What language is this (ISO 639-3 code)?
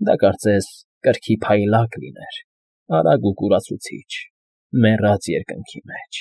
hye